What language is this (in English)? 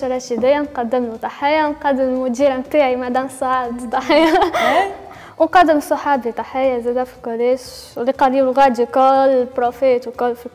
Tunisian Arabic